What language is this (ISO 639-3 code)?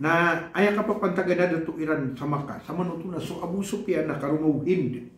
mrw